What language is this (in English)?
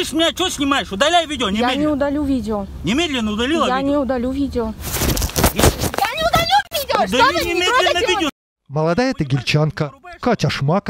Russian